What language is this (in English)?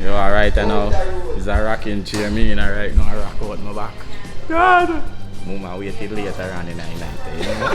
Jamaican Creole English